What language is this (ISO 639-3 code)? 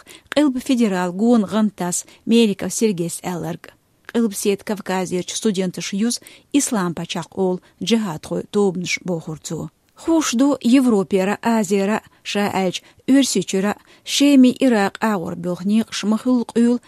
che